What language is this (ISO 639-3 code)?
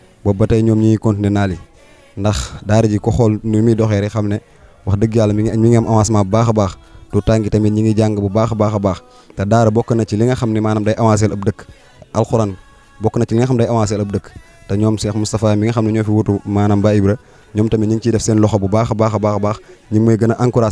wol